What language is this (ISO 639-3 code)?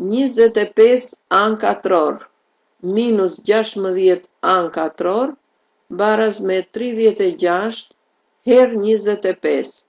sqi